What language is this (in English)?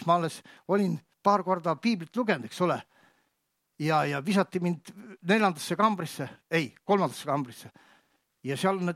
Estonian